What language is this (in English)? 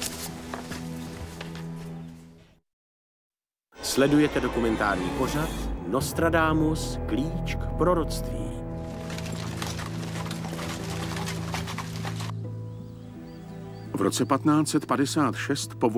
Czech